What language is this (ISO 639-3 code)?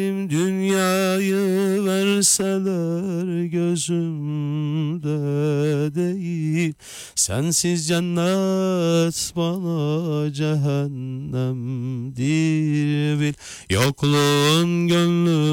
tur